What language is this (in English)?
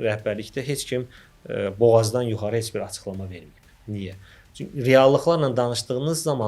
Azerbaijani